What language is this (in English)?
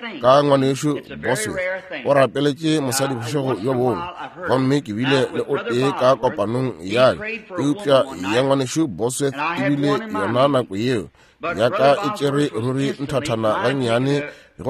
Northern Sotho